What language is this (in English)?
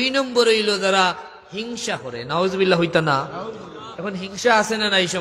Sylheti